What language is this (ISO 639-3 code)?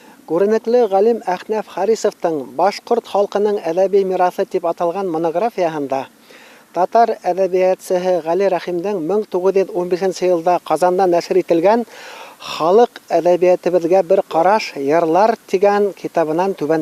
bak